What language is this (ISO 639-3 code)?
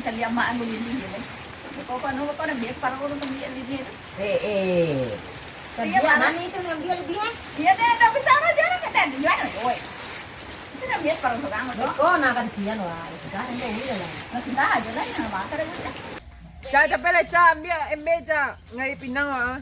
min